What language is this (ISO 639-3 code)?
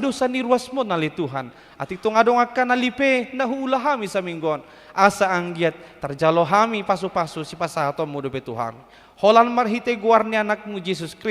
bbc